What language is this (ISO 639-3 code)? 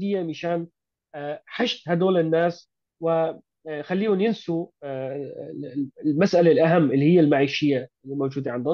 apc